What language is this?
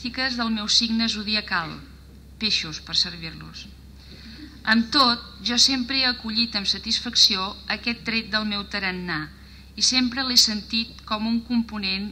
Catalan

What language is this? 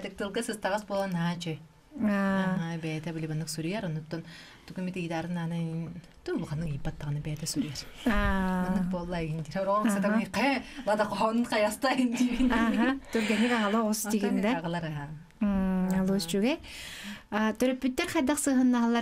Yakut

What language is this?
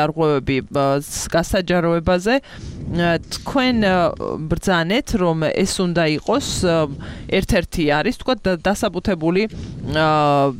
Georgian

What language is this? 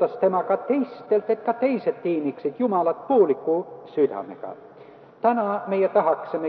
Estonian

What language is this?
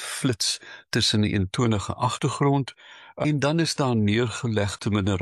Afrikaans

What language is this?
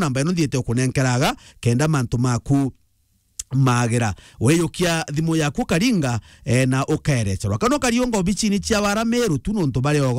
Meru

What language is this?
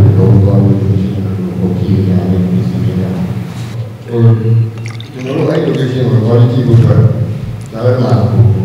Burmese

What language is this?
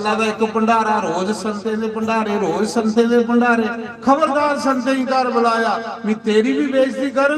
Dogri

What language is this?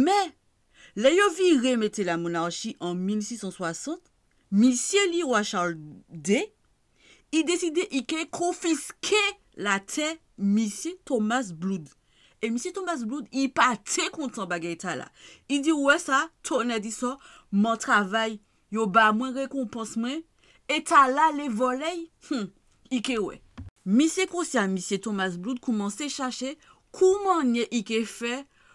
Guadeloupean Creole French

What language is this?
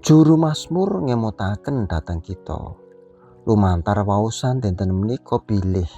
Javanese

